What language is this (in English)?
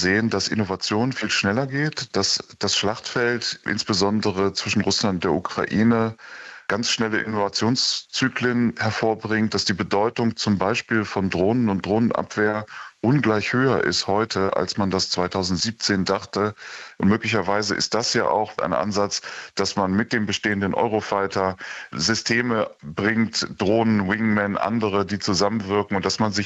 German